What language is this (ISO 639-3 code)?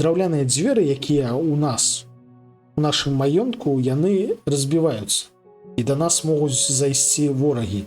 bel